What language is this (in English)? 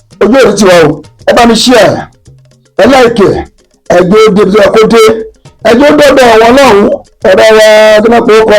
Yoruba